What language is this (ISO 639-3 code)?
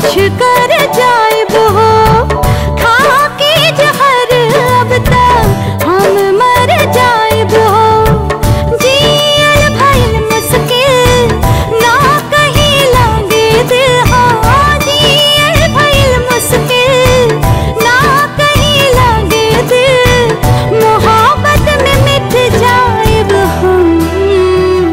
bho